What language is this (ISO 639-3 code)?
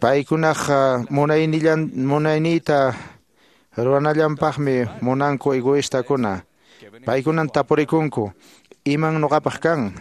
que